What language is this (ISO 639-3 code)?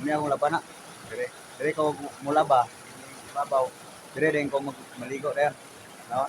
ceb